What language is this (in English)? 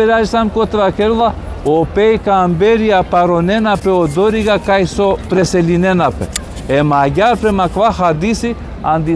Balkan Romani